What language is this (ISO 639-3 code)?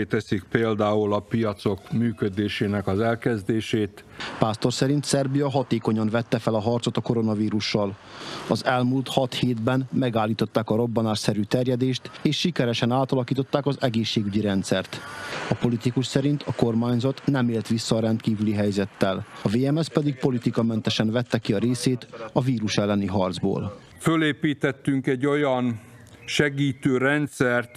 hun